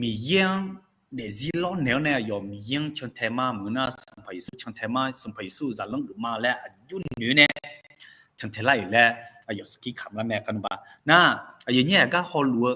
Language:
Akha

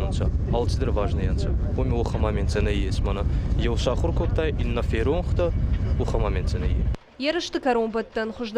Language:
Ossetic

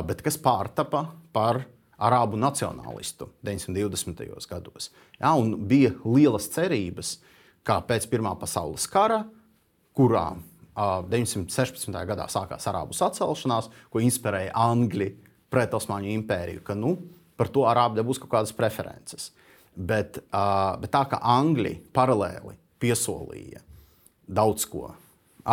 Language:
Latvian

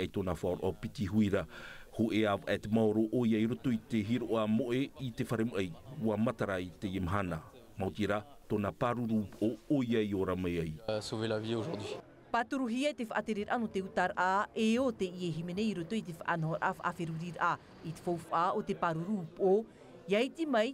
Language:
Tahitian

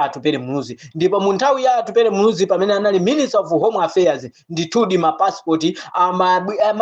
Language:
Nyanja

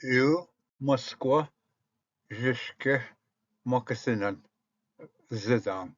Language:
Ojibwa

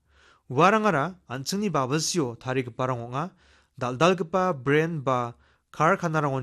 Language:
Garo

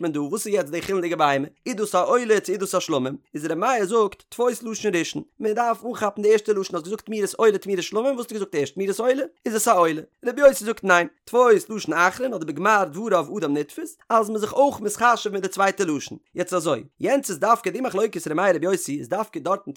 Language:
Yiddish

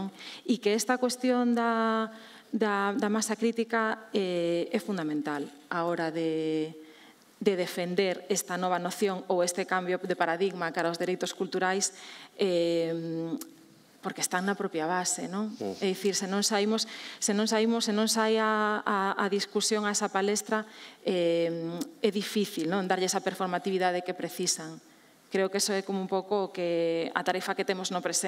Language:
Galician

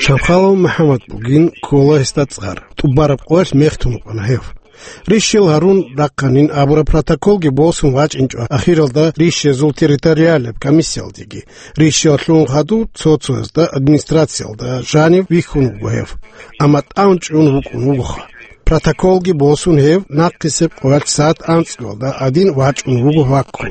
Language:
Avaric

